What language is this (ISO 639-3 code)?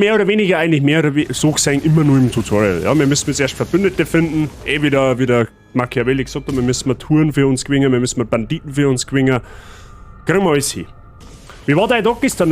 bar